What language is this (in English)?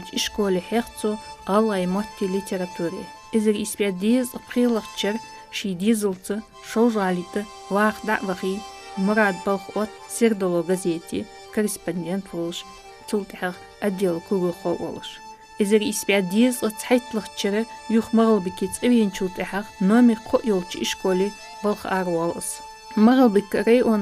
Ingush